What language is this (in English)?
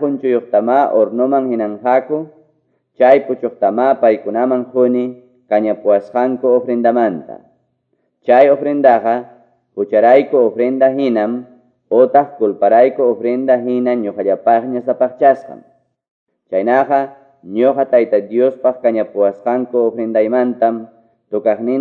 Quechua